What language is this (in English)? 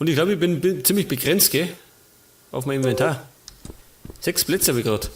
Bavarian